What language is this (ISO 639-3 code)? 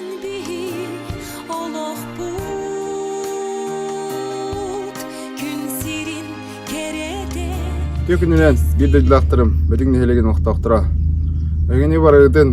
sah